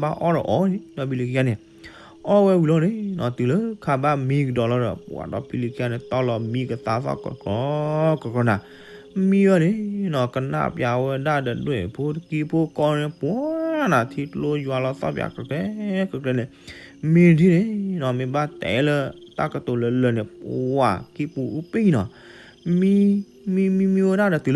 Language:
S'gaw Karen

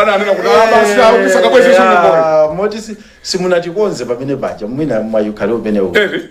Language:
Nyanja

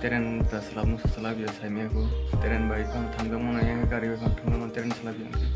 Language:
Kok Borok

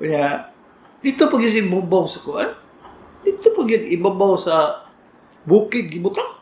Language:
Cebuano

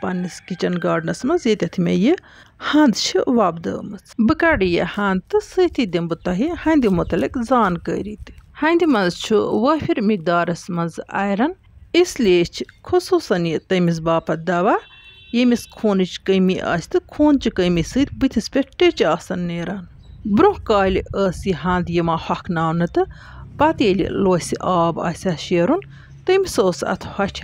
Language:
Kashmiri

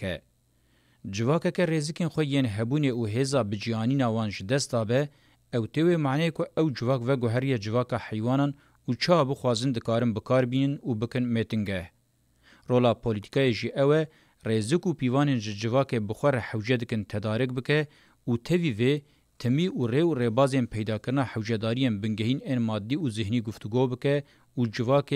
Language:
Kurdish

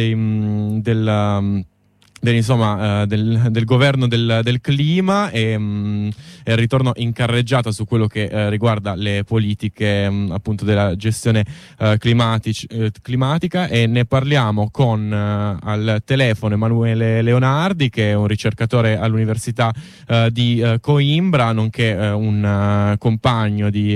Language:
Italian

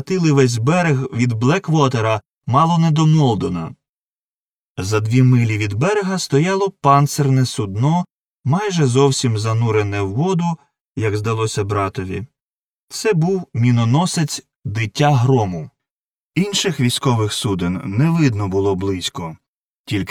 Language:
Ukrainian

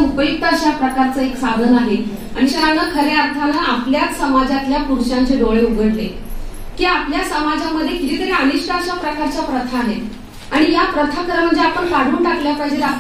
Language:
Marathi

